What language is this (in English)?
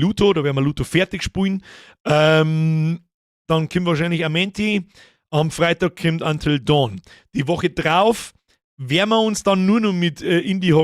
Bavarian